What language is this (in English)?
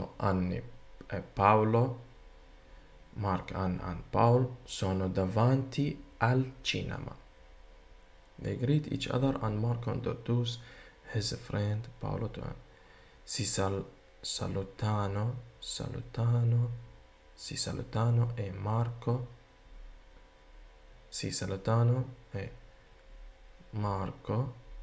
Italian